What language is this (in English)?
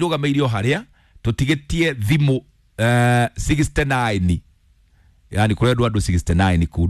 Kikuyu